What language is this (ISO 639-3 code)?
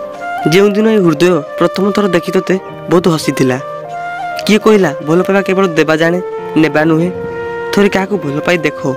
ori